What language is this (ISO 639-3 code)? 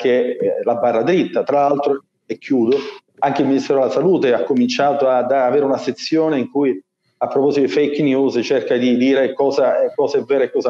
ita